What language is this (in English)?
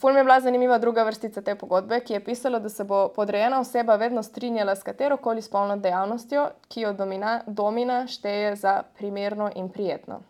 Slovenian